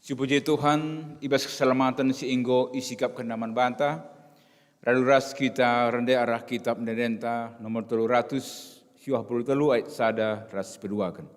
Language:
Batak Karo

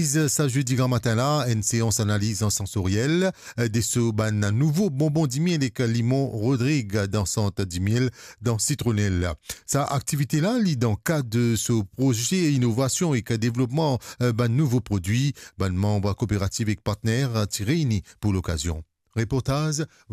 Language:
Morisyen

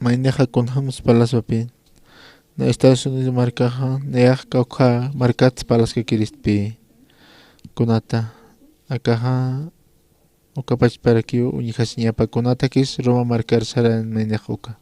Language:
Aymara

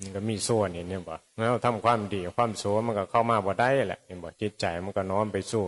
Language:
Northeastern Thai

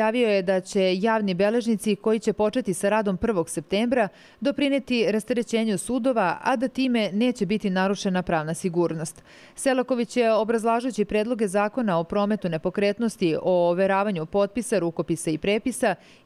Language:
Serbian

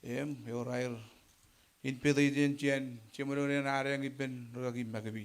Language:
Marshallese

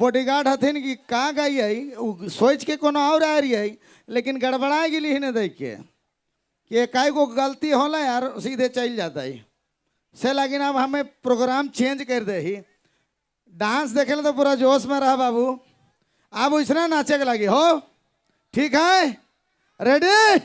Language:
Sadri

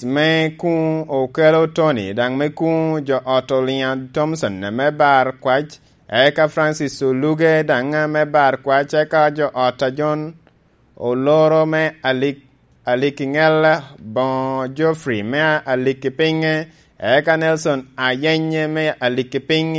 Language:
Lango (Uganda)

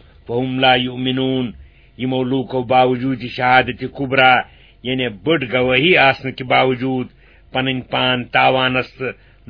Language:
Kashmiri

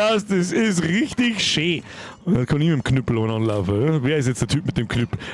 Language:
Bavarian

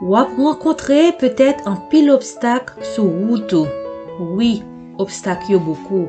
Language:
Haitian Creole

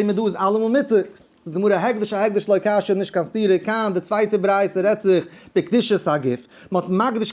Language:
Yiddish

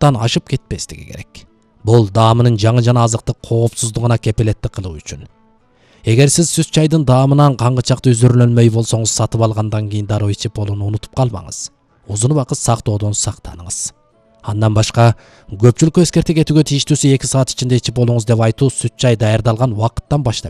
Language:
Kyrgyz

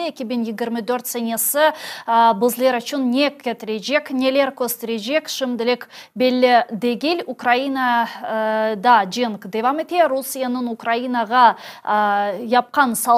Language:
Crimean Tatar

